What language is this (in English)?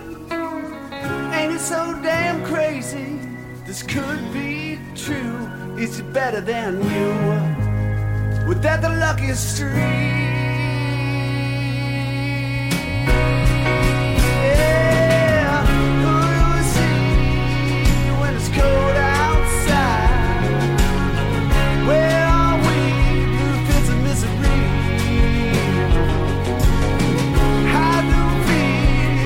English